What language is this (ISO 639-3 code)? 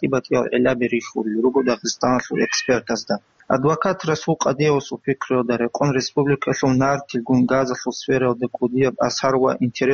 ava